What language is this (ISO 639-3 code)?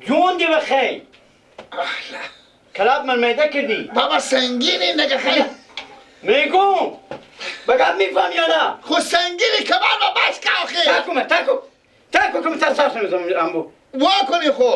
fas